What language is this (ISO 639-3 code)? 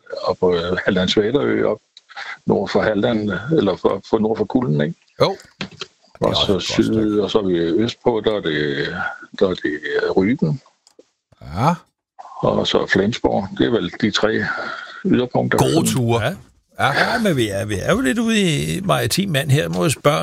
dan